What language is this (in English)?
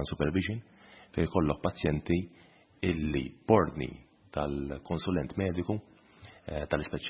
Maltese